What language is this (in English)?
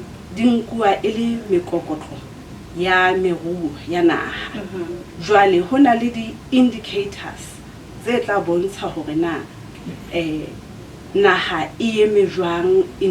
Southern Sotho